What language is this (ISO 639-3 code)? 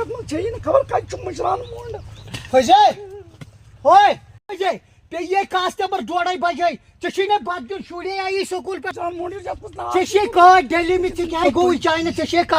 kas